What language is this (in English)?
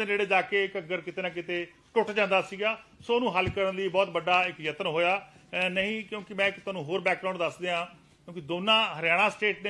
Punjabi